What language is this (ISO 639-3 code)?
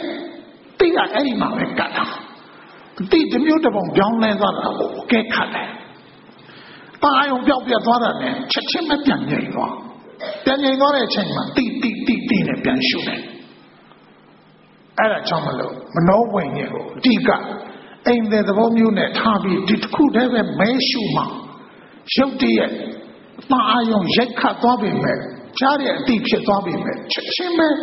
mya